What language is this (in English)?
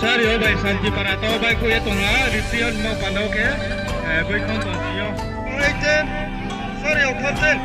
Riang (India)